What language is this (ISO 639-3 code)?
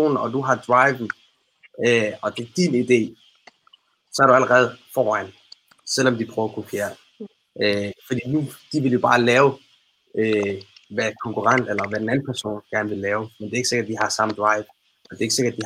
dan